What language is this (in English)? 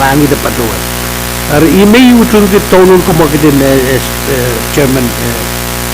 Pohnpeian